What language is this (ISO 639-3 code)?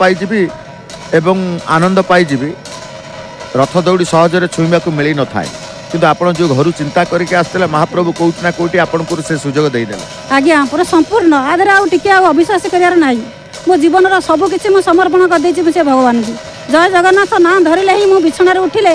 ori